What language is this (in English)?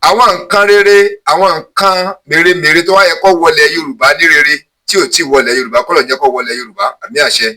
Yoruba